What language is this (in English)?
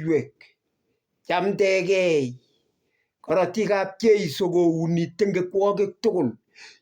Kalenjin